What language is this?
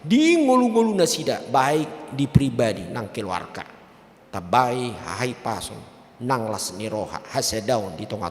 Batak Toba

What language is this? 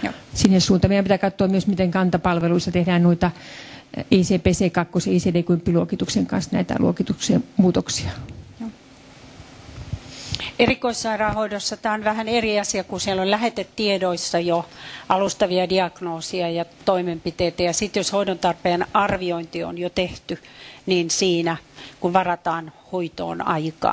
Finnish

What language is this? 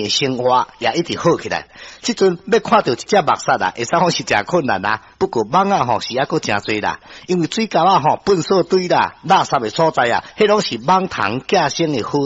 Min Nan Chinese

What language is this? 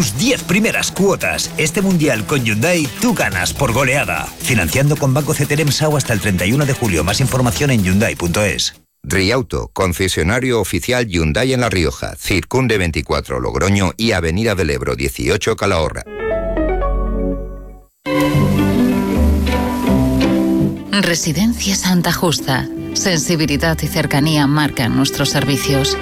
Spanish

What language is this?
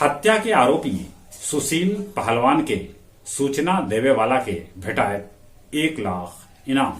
Magahi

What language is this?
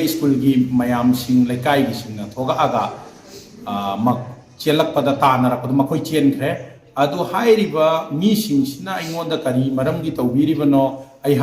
Manipuri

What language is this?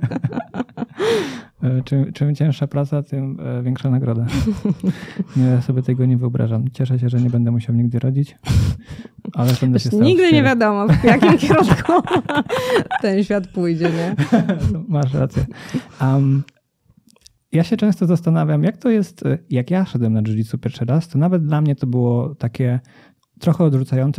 Polish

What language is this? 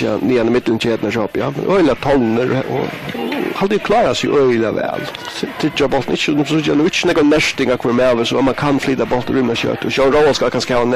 Faroese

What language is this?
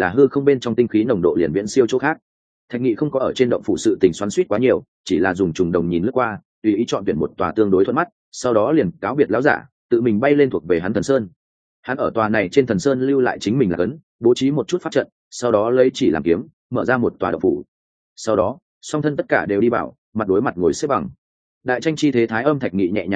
Vietnamese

